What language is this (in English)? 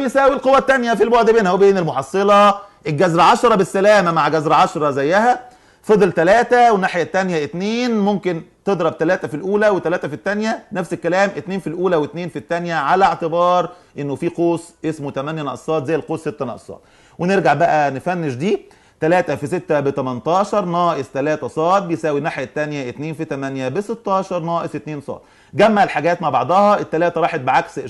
Egyptian Arabic